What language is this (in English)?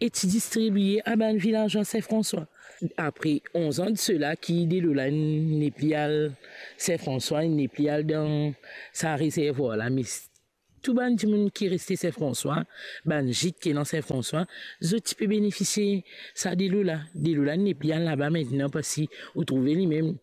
Morisyen